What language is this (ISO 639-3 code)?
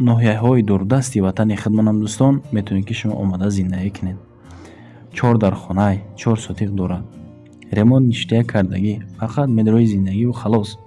tgk